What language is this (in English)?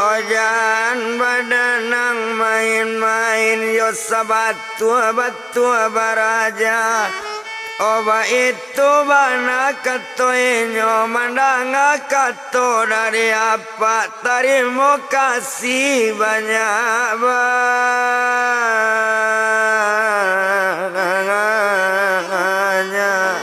Minangkabau